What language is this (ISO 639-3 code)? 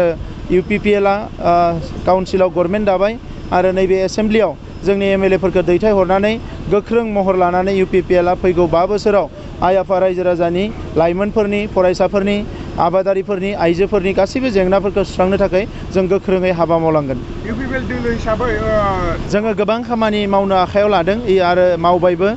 brx